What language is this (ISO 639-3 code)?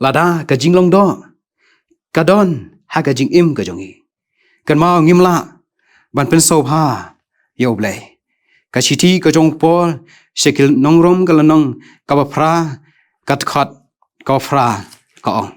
kha